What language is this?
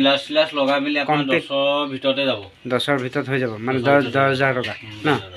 Assamese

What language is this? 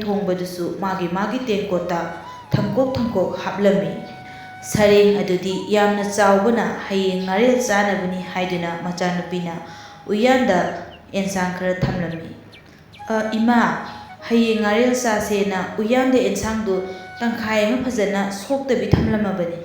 Manipuri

